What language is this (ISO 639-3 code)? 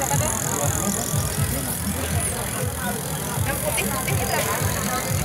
bjn